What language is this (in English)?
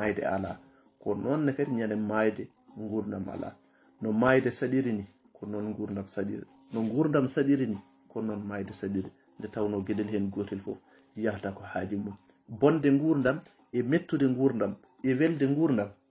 Fula